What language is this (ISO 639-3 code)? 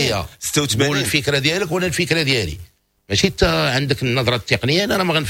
ary